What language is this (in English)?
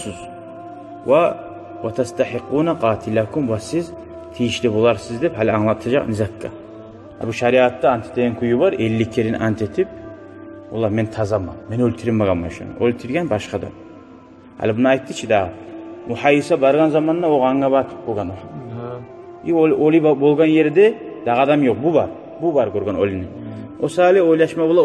Kumyk